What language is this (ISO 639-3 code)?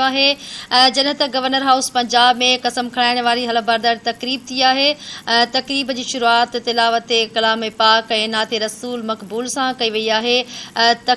snd